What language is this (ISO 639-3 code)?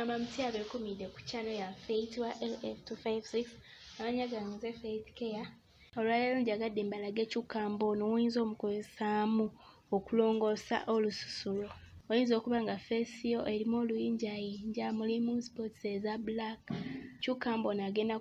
lug